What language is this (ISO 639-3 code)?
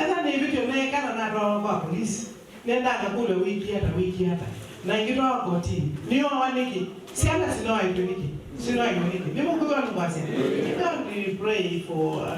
kam